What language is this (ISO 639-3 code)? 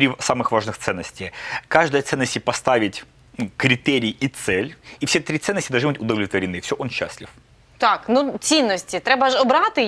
rus